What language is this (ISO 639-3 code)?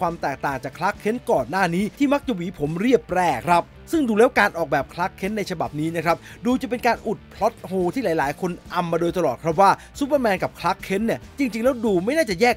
tha